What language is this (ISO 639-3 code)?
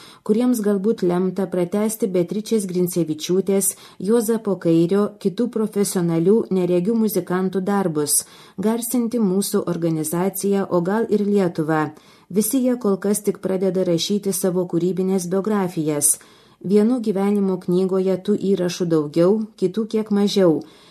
lit